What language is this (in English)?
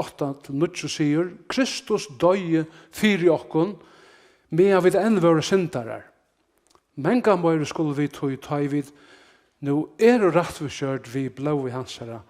Faroese